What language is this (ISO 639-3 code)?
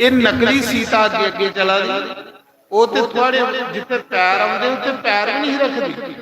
doi